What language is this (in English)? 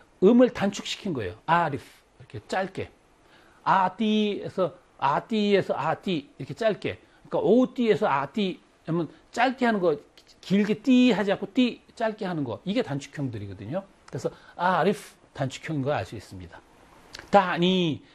Korean